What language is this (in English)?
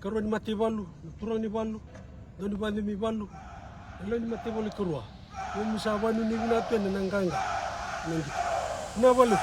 Fijian